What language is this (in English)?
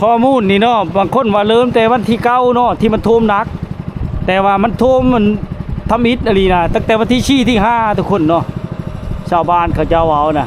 Lao